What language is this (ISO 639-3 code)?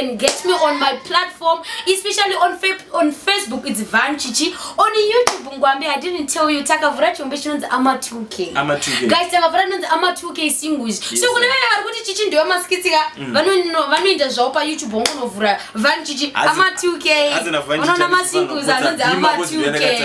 sna